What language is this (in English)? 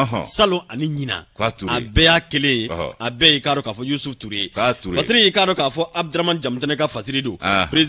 Bambara